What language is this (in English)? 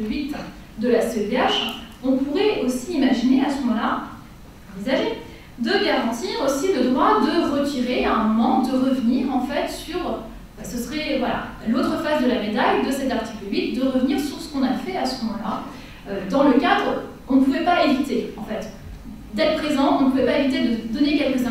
French